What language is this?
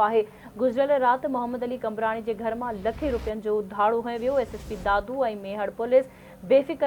Sindhi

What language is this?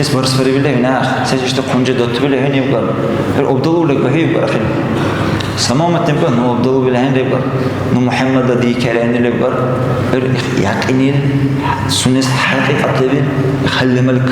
Dargwa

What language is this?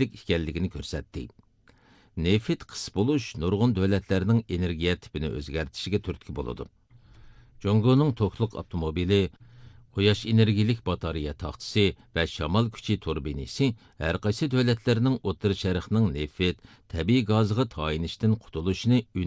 Uyghur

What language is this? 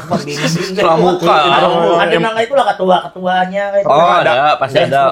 Banjar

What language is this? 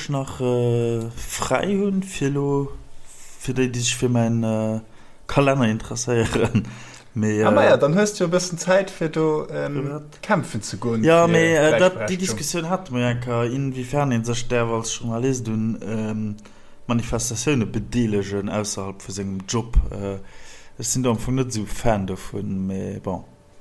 Luxembourgish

